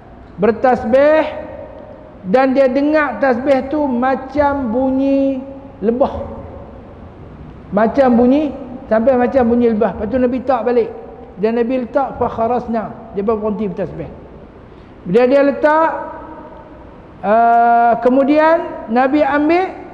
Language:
Malay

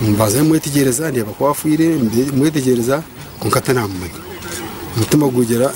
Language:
Nyankole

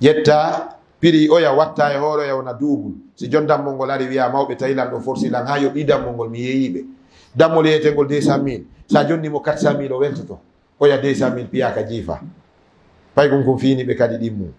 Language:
Fula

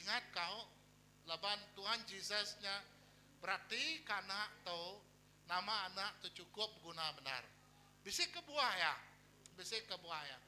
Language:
Iban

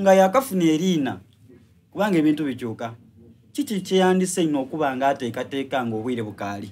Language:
Soga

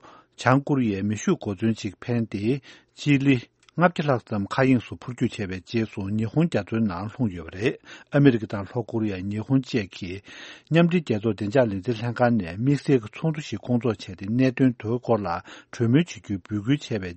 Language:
Tibetan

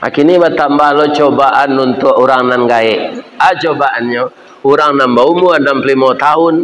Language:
Minangkabau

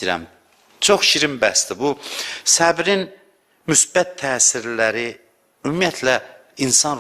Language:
Azerbaijani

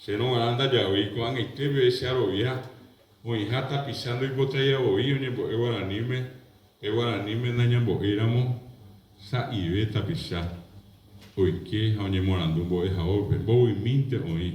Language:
Guarani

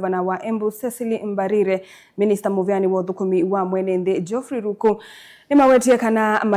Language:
Kamba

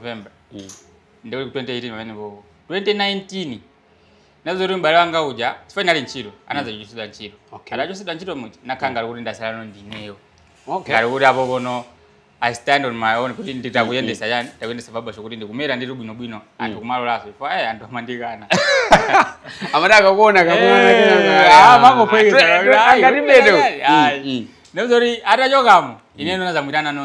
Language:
Nyanja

